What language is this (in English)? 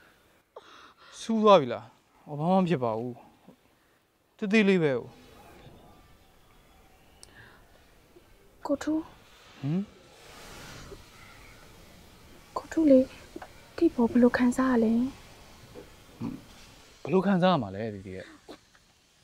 Burmese